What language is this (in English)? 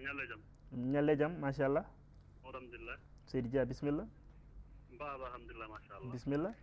Fula